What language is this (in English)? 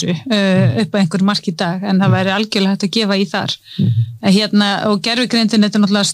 Icelandic